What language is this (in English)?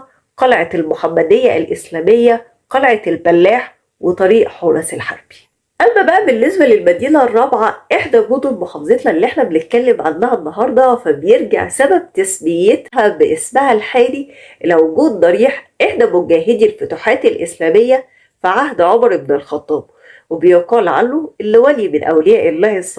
Egyptian Arabic